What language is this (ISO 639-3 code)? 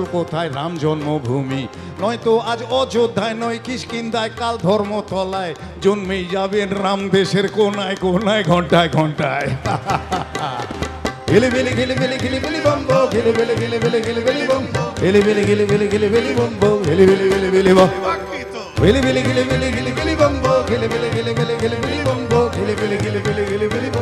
ben